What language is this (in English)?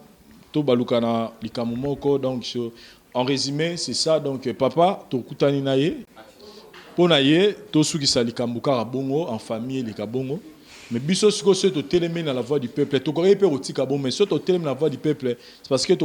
Lingala